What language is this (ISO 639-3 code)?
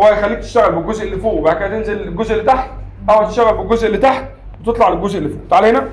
arz